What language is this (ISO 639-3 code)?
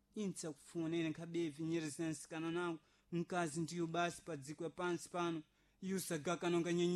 seh